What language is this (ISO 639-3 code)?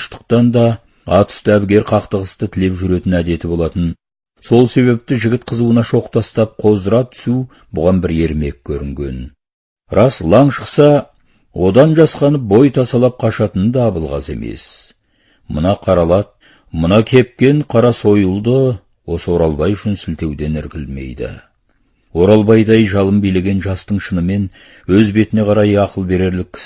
kaz